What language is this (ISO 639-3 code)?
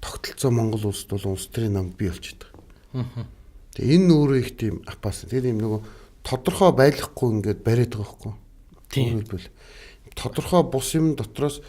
mon